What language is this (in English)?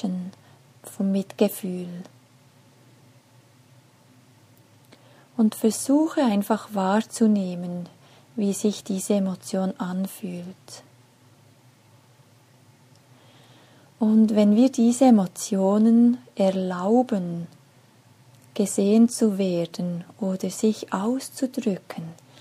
German